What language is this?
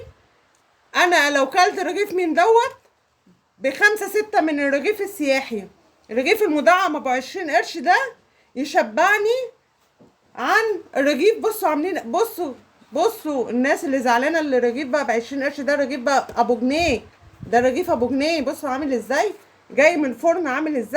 Egyptian Arabic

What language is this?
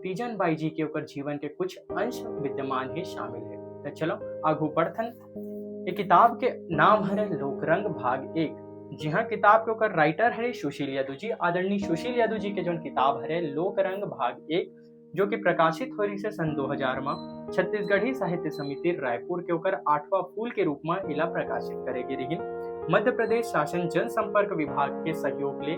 Chhattisgarhi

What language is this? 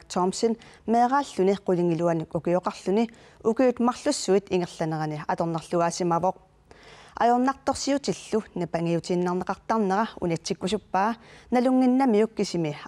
Kalaallisut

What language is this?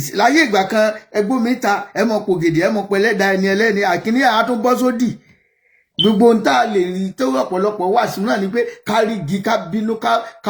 Yoruba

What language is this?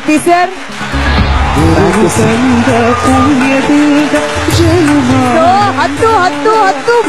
Kannada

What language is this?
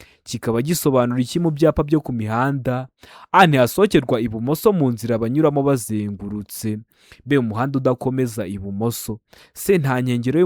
Kinyarwanda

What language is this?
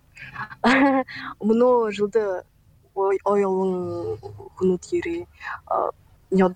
Buriat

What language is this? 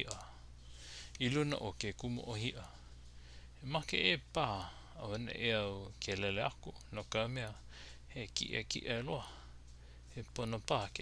Hawaiian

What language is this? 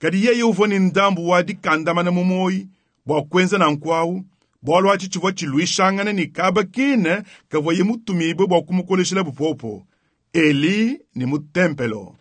Luba-Lulua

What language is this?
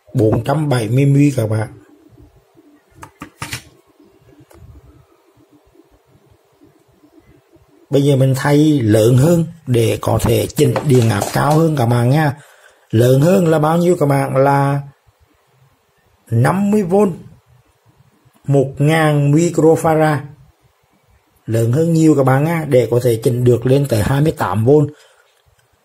Vietnamese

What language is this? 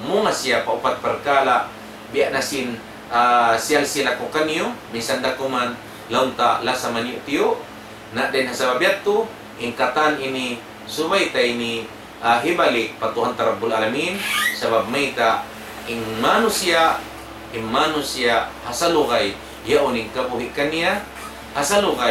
Tausug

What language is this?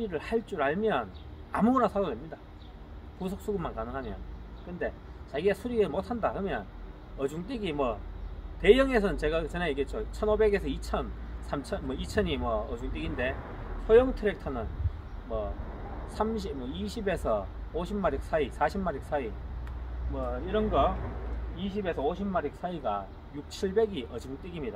Korean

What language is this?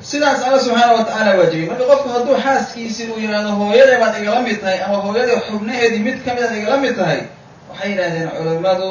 Somali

